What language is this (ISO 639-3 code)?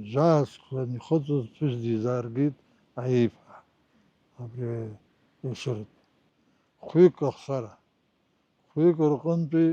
abk